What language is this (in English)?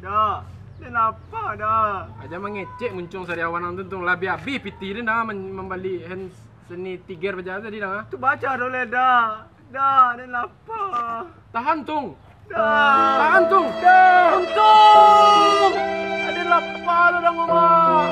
Minangkabau